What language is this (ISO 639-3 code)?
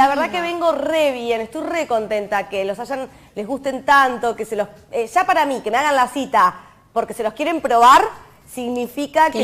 spa